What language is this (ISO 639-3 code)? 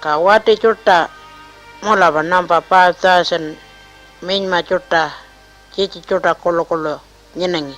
pjt